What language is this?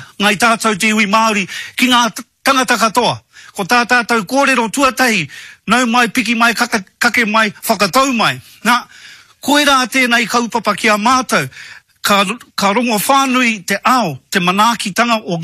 Māori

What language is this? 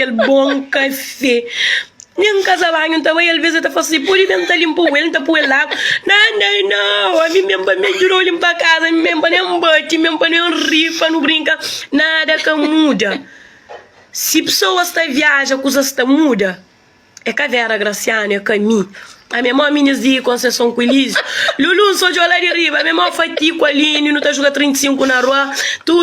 Kabuverdianu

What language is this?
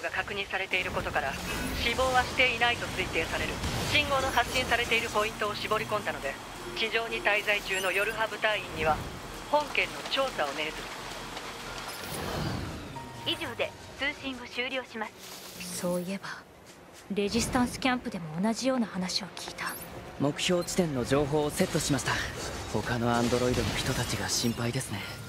Japanese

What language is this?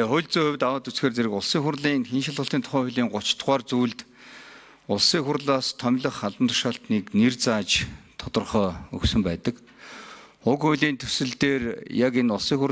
Mongolian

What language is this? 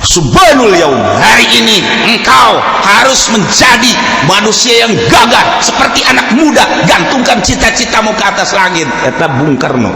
Sundanese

